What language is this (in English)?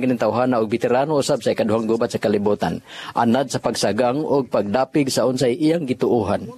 Cebuano